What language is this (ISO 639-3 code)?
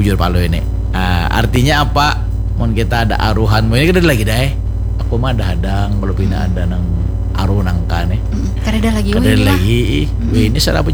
bjn